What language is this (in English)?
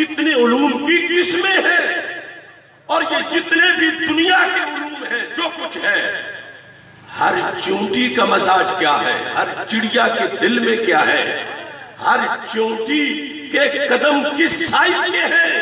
Urdu